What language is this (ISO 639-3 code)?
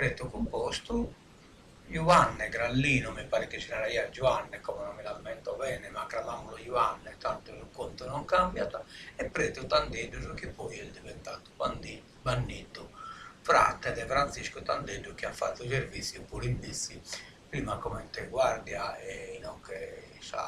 srd